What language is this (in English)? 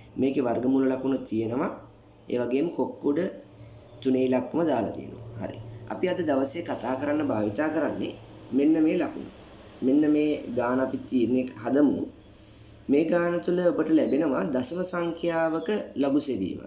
Sinhala